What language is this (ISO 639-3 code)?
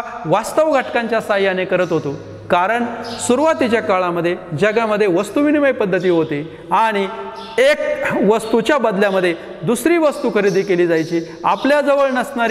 mar